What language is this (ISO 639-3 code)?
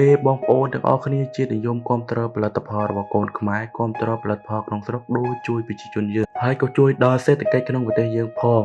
khm